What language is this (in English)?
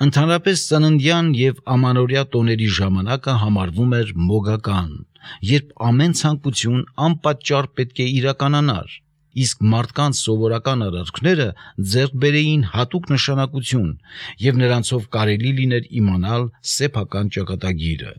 Armenian